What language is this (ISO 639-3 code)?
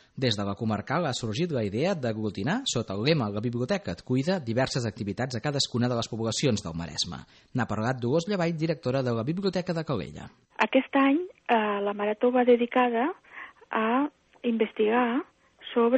cat